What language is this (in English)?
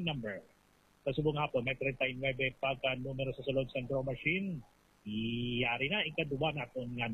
Hiligaynon